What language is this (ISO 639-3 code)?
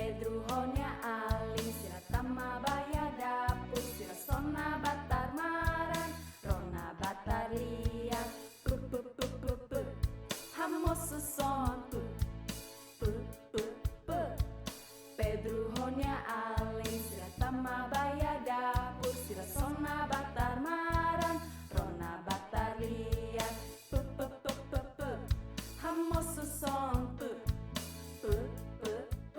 tet